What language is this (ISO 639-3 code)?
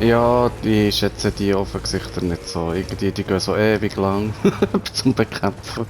gsw